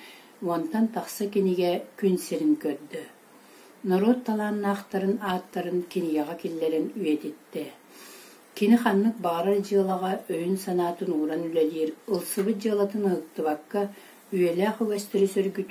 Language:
Yakut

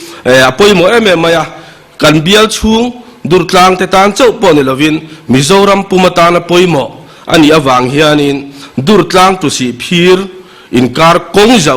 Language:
Mizo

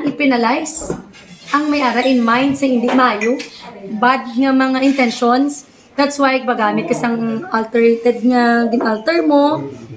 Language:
Hiligaynon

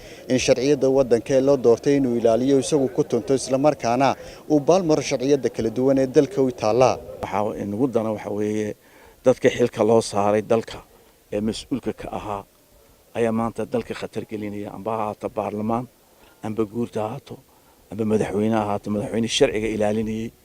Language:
Somali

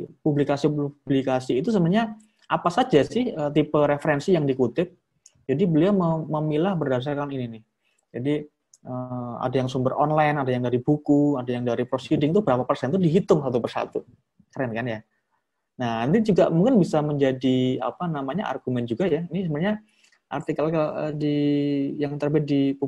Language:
Indonesian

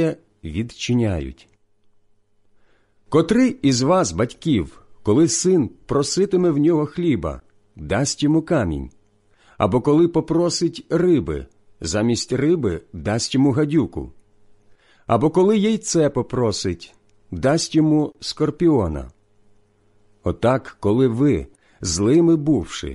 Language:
Ukrainian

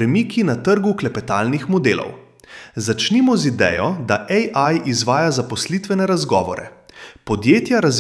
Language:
Slovenian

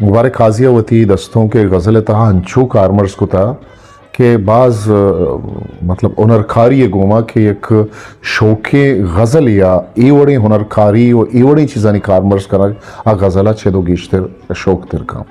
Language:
Eastern Balochi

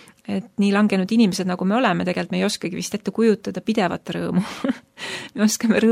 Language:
Estonian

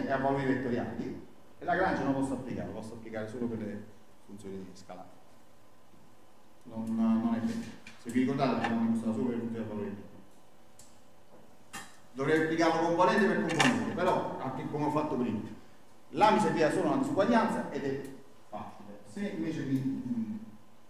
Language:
Italian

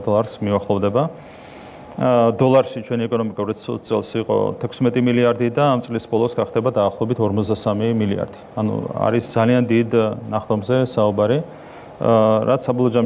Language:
Georgian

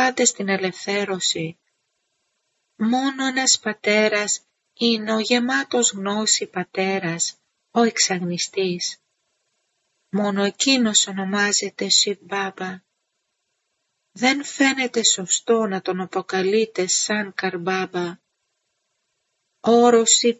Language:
Greek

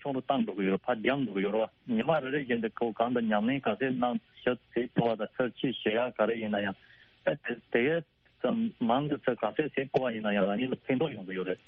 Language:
Tibetan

